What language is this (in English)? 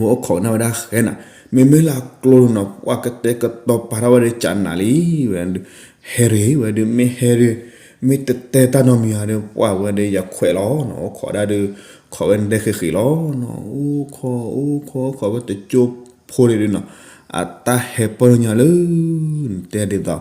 S'gaw Karen